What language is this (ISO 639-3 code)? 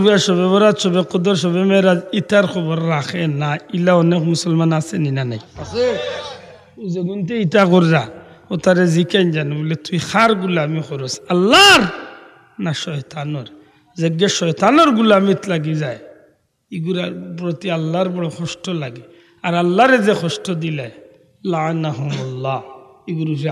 syl